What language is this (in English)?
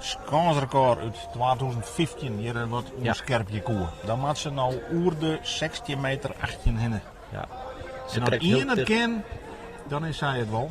Western Frisian